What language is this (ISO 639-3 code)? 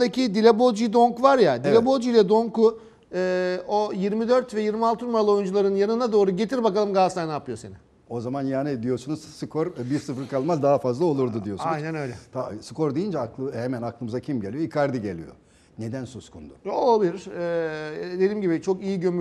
tur